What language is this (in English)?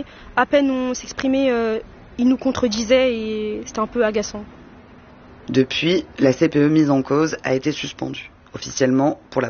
French